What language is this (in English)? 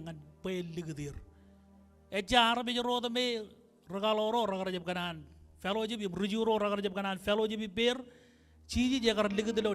Marshallese